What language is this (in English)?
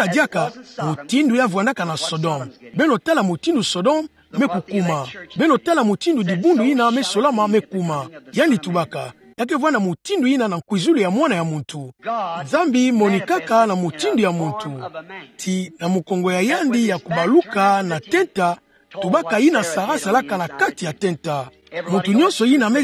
Kituba (Democratic Republic of Congo)